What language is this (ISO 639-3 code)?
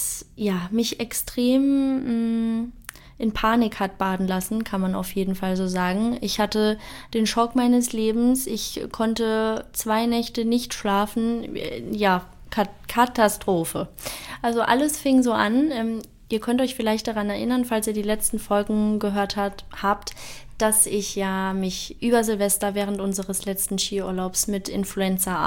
deu